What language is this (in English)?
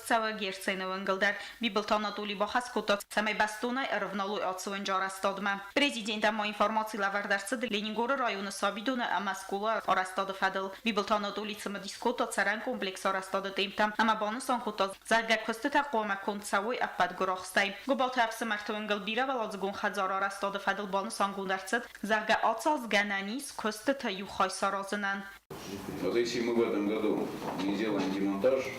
Ossetic